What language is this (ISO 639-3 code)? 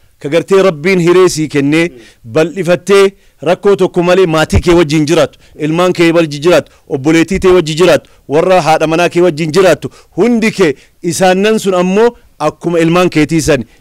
orm